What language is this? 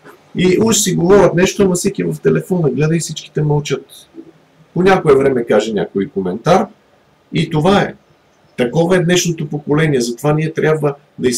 Bulgarian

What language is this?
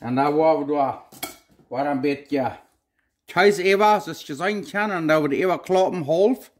Plautdietsch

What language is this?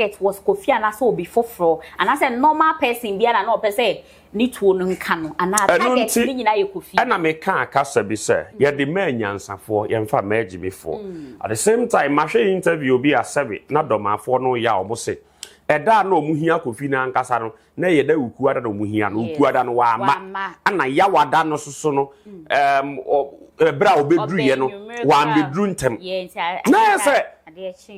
Akan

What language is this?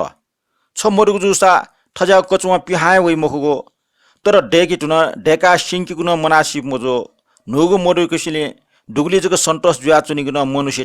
Newari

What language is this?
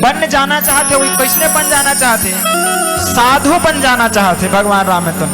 Chhattisgarhi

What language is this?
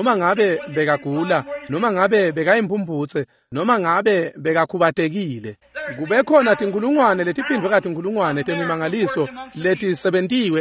Swati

